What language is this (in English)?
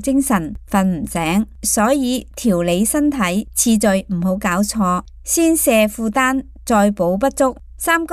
Cantonese